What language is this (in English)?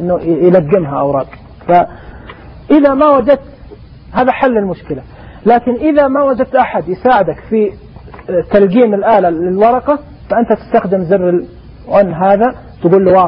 Najdi Arabic